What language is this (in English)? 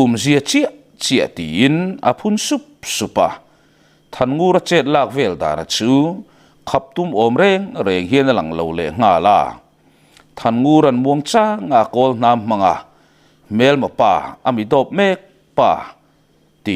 Mizo